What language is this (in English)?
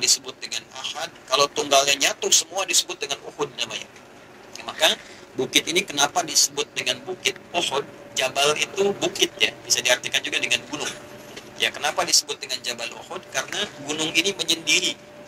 Indonesian